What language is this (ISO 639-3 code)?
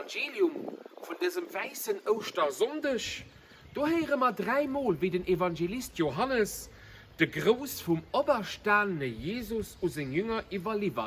ltz